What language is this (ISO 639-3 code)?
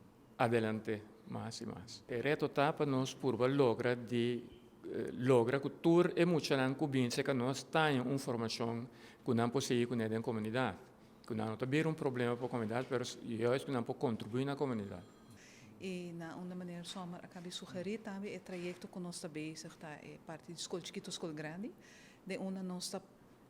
pap